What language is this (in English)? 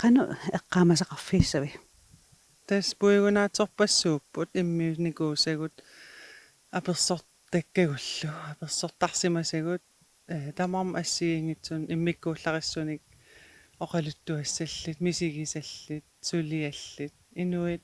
Kalaallisut